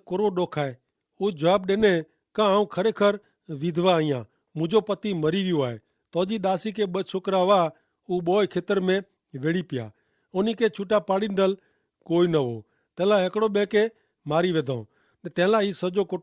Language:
Kachhi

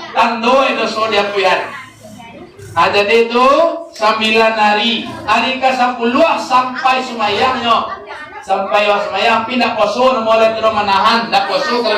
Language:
Minangkabau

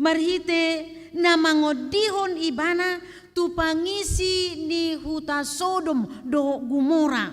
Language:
Batak Toba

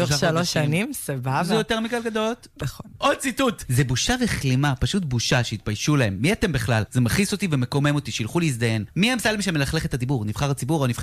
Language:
Hebrew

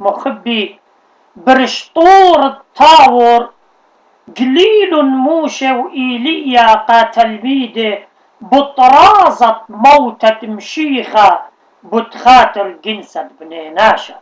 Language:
Assyrian Neo-Aramaic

